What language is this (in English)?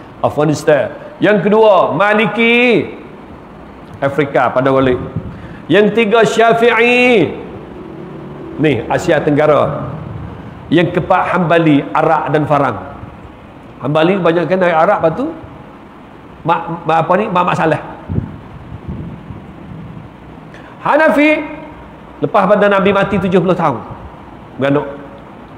Malay